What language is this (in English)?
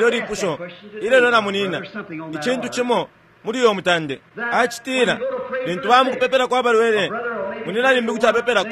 Bemba